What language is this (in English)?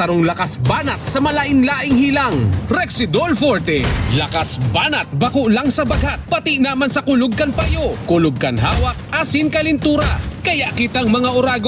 Bikol